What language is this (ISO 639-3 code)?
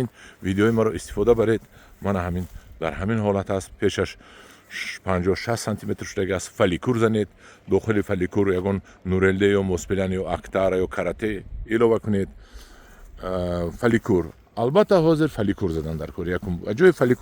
tgk